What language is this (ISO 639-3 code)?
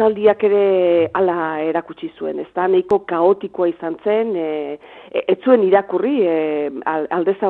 eus